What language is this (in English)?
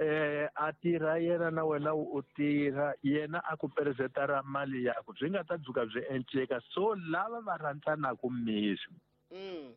Tsonga